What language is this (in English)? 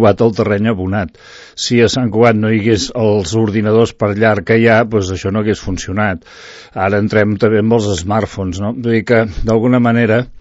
Catalan